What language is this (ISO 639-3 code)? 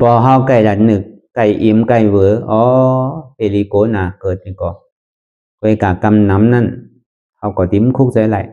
shn